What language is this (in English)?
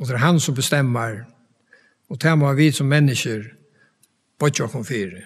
Faroese